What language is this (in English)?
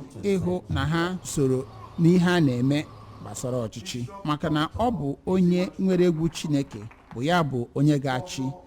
Igbo